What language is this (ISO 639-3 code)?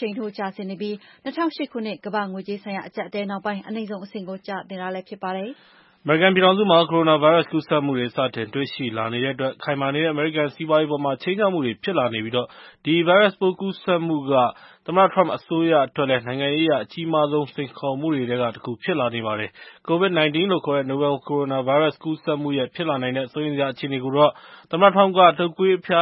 mya